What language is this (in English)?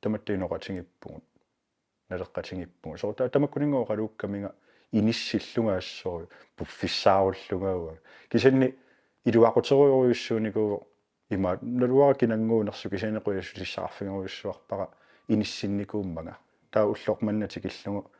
Kalaallisut